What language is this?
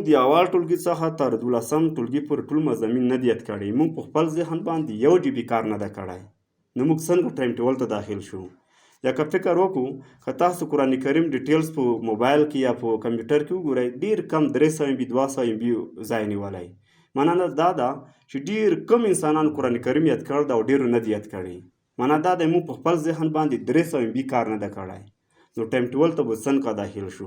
Pashto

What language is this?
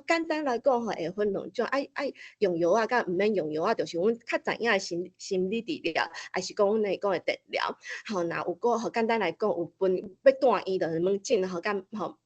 Min Nan Chinese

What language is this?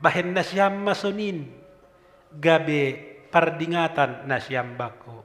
Batak Simalungun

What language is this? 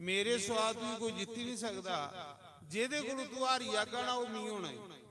Dogri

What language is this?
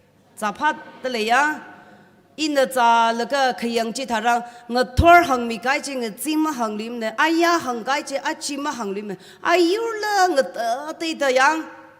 Tangkhul Naga (India)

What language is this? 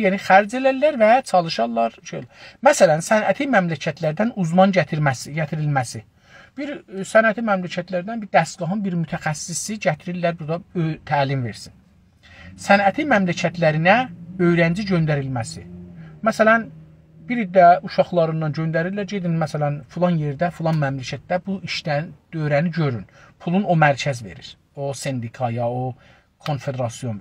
South Azerbaijani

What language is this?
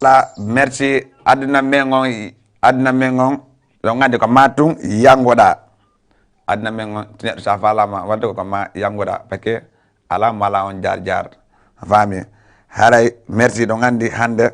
Fula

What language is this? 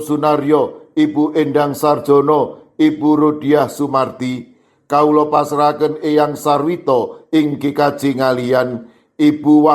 Javanese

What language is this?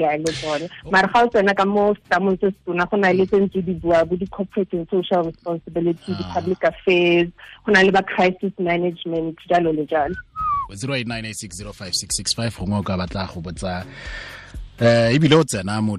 Tswana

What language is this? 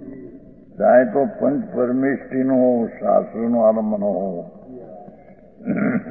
Gujarati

